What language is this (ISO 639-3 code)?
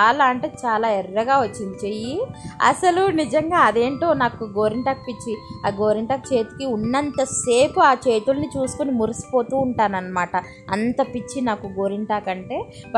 tel